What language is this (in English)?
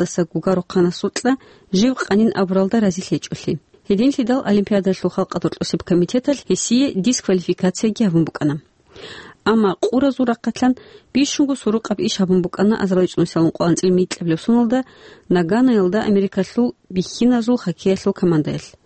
Avaric